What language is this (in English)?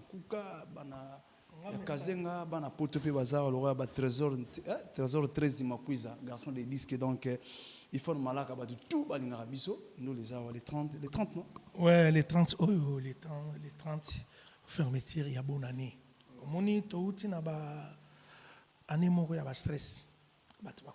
Lingala